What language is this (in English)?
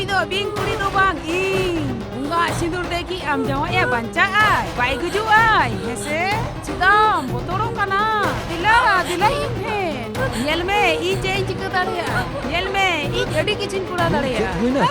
Santali